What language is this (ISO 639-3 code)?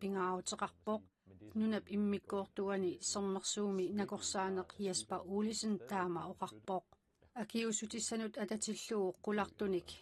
kal